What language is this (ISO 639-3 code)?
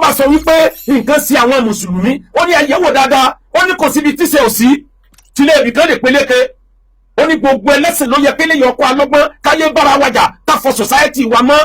yor